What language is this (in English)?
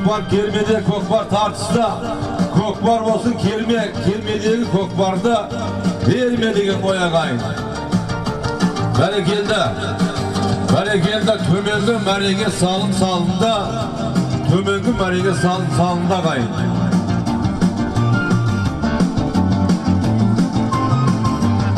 Kazakh